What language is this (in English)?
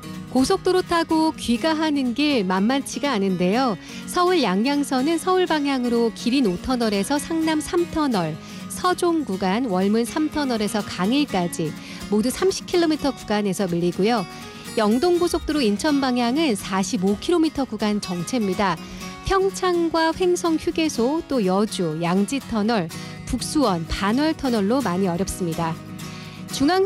Korean